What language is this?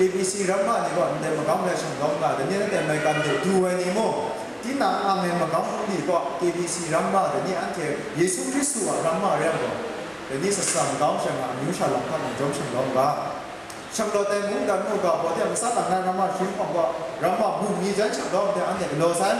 Kachin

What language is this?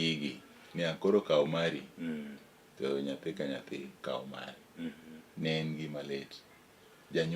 Luo (Kenya and Tanzania)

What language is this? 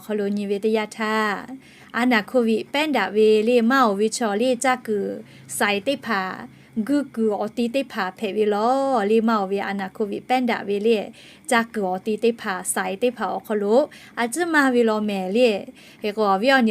Lahu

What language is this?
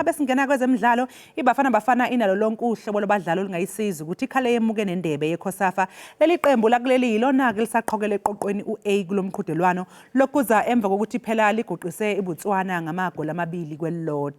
Zulu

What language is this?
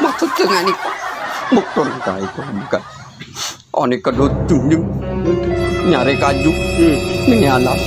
Madurese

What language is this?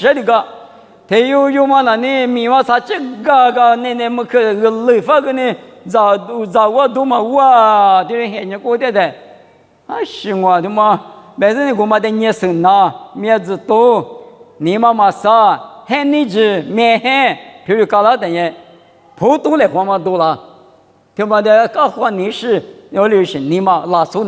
Lisu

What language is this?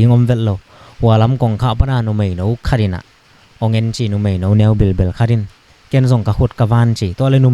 Tedim Chin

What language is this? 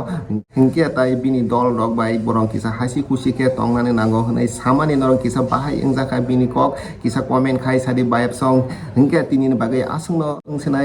Kok Borok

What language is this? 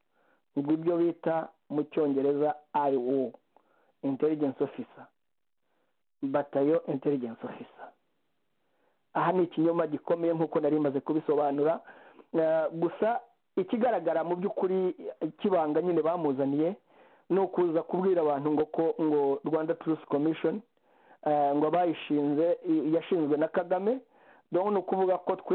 Kinyarwanda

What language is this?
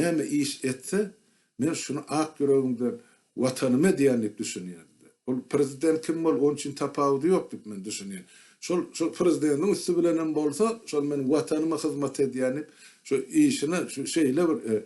Turkmen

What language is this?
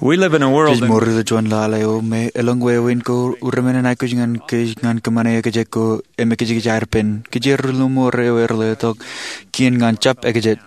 Marshallese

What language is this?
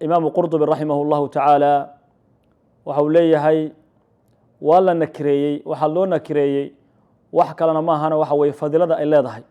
Somali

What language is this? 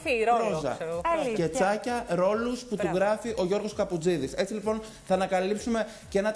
Greek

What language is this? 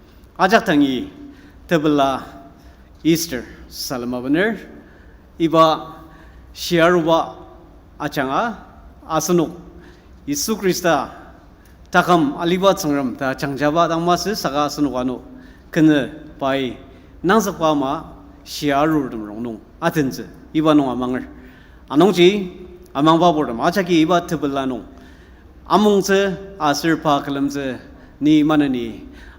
Ao Naga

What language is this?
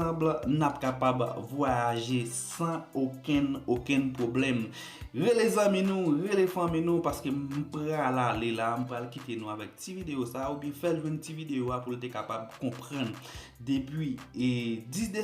Haitian Creole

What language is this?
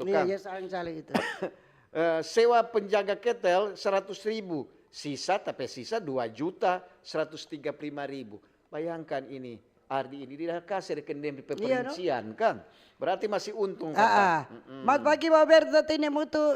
Manado Malay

